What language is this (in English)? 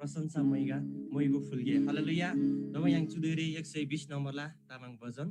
Eastern Tamang